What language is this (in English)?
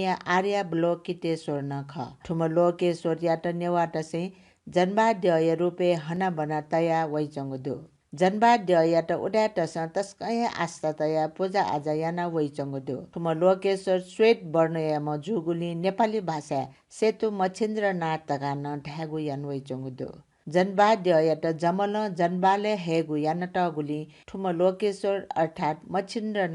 Newari